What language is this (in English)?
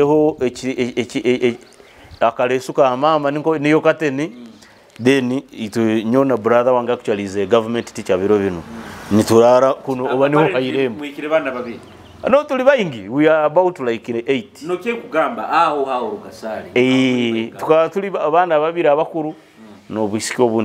Nyoro